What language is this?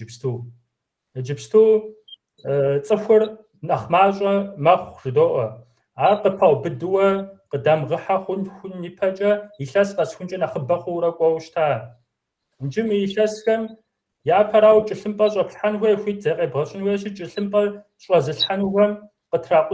Kabardian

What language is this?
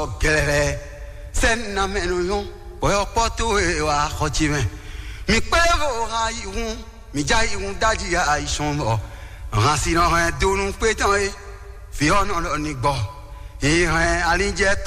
Fon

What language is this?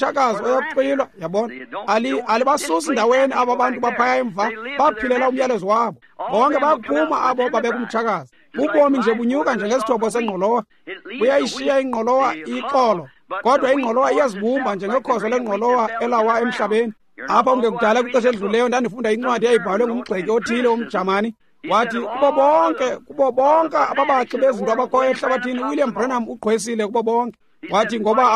Xhosa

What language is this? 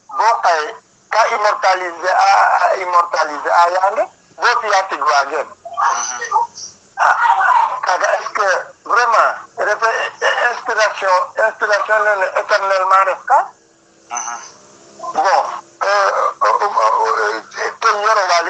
Serer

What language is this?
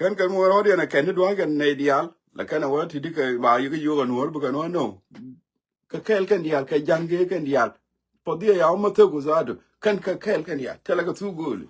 Nuer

